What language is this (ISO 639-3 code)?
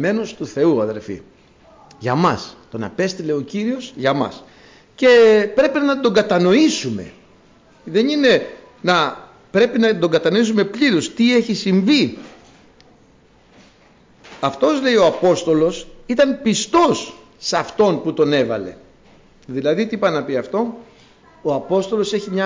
ell